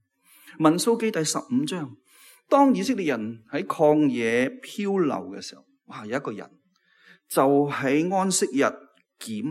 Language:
Cantonese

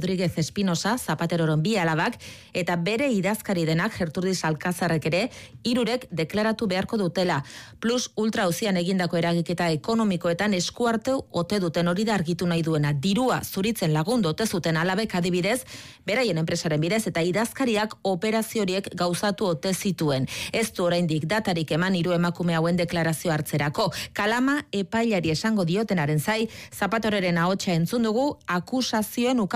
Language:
Basque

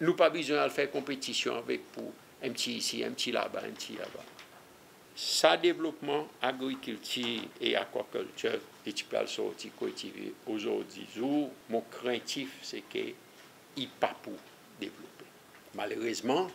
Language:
Seselwa Creole French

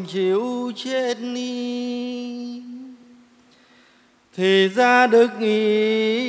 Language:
Vietnamese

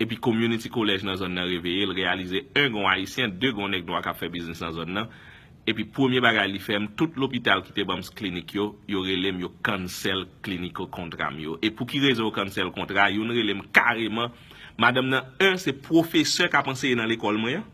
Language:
Haitian Creole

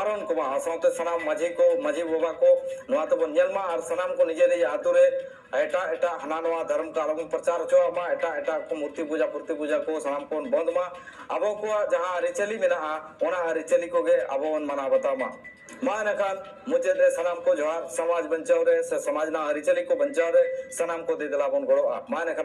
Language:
Santali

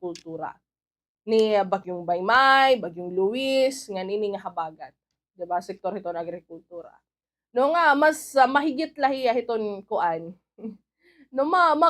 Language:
Waray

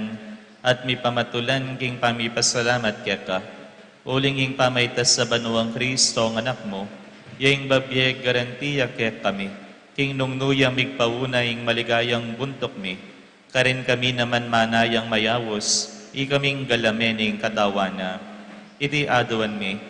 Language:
Pampanga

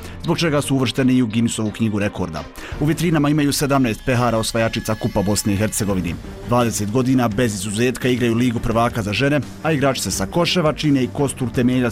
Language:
Bosnian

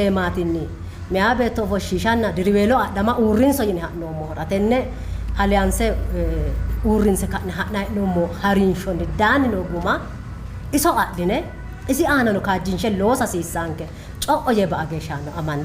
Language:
Sidamo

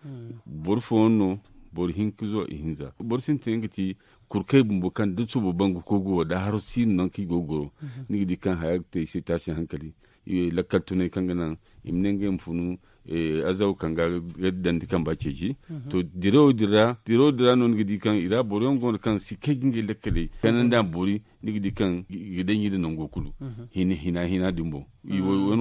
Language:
Zarma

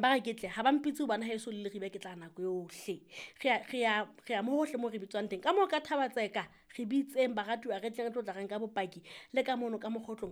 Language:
Southern Sotho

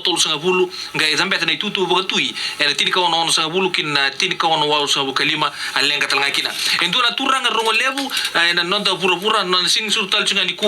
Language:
Fijian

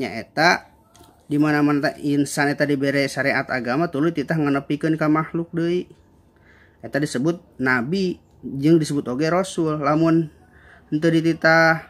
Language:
Sundanese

